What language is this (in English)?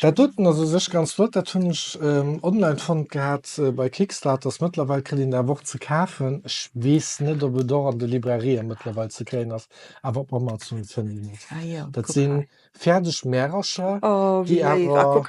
Luxembourgish